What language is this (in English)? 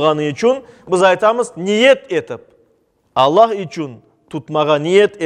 Crimean Tatar